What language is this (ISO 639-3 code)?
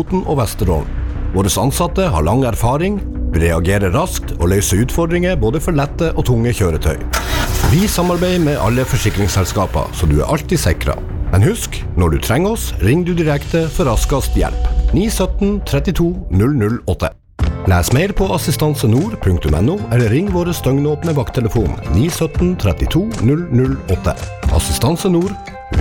nor